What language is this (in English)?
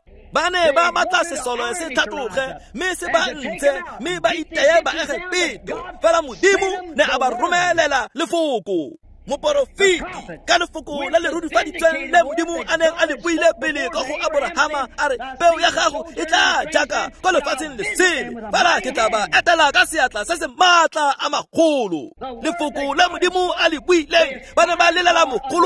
Tswana